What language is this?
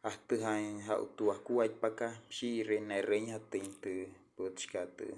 Wayuu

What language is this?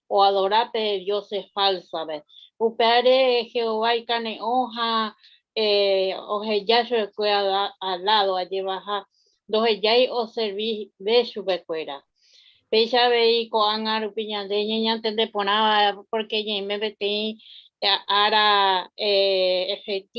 Guarani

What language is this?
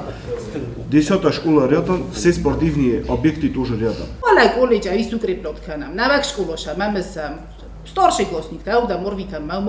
Ossetic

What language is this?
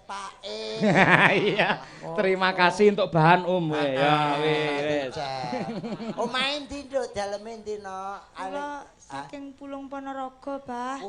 Javanese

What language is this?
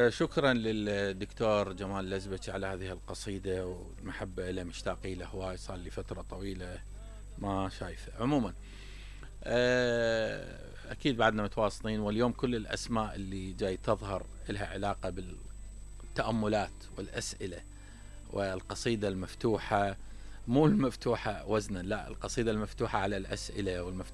Mesopotamian Arabic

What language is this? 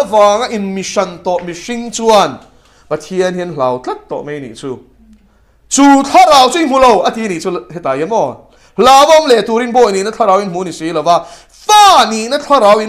Mizo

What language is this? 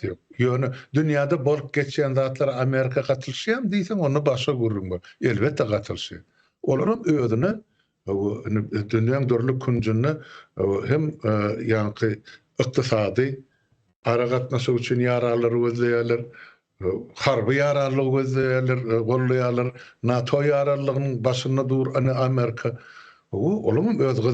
Turkmen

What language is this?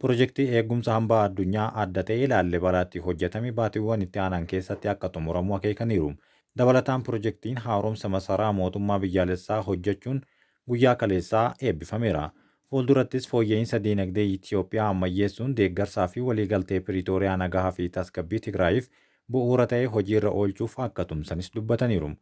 Oromo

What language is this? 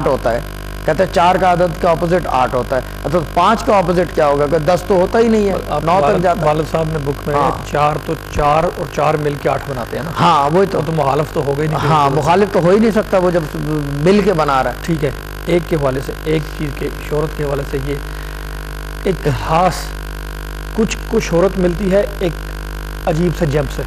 Urdu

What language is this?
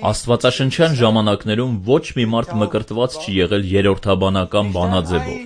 Armenian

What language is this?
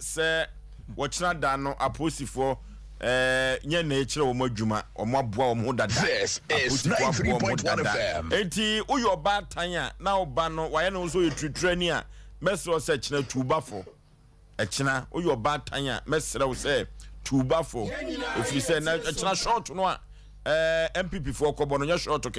Akan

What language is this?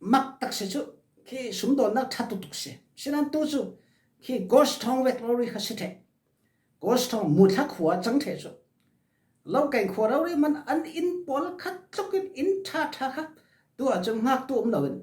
Falam Chin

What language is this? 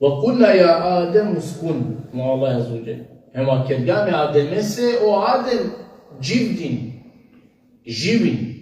Balkan Romani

